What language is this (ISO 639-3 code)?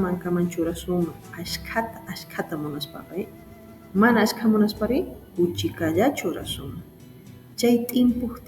que